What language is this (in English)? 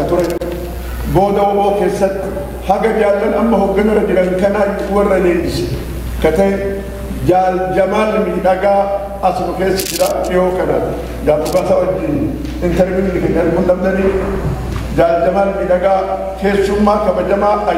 Oromo